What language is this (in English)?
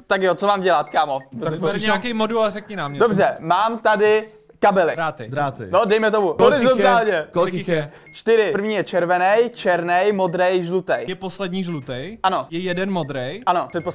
Czech